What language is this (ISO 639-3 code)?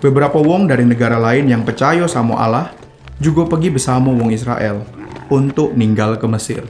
mui